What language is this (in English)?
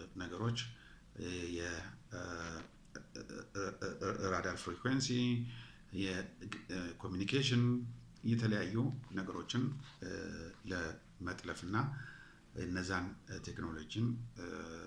Amharic